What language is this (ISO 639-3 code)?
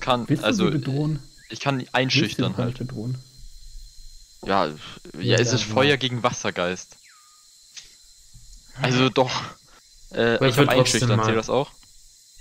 deu